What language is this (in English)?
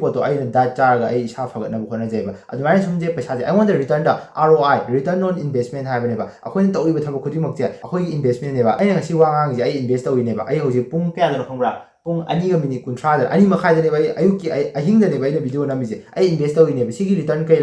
Manipuri